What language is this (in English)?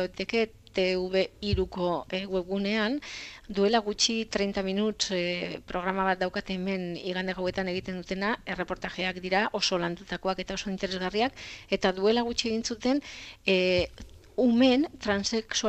Basque